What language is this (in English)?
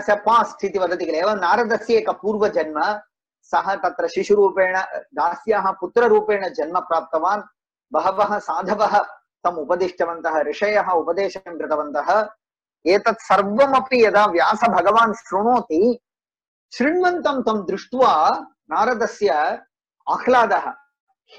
Sanskrit